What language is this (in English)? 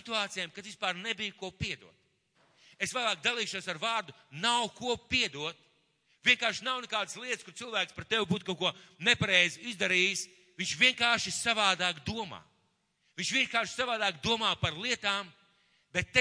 Latvian